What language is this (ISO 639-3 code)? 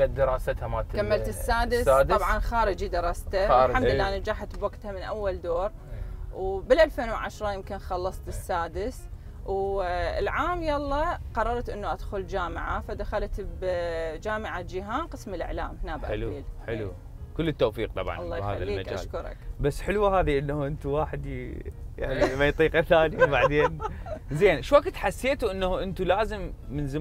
acm